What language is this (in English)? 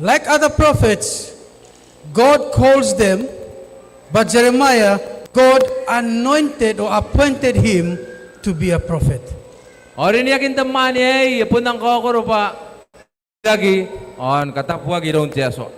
Gilbertese